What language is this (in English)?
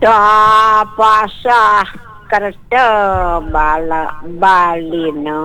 Balinese